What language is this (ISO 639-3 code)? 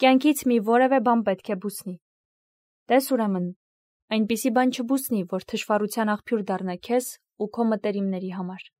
hye